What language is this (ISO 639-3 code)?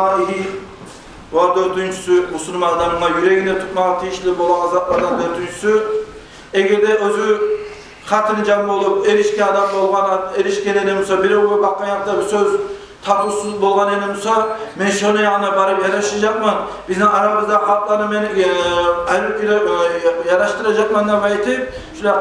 kum